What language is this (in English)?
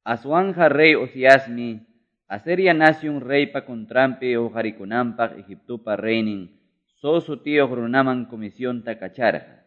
Quechua